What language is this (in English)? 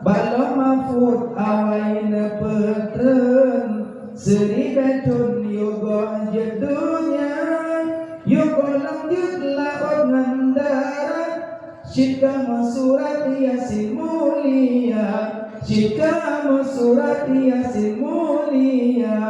Achinese